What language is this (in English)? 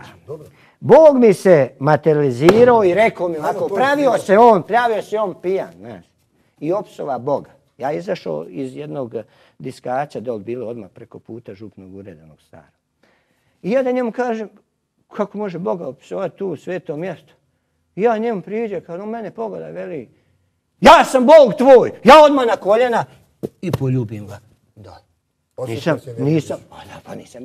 Croatian